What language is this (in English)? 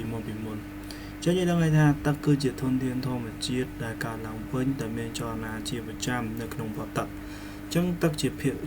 Khmer